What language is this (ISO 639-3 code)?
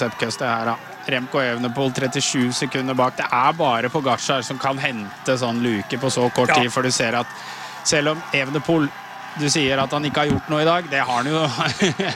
nor